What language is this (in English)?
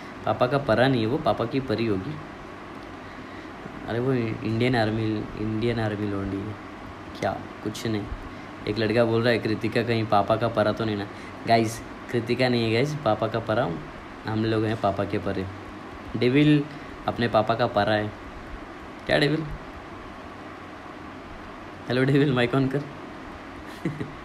Hindi